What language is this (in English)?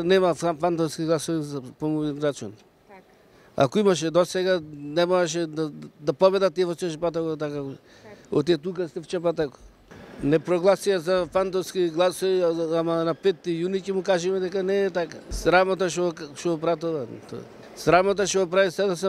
Macedonian